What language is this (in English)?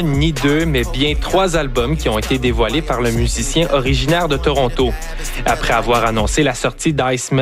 French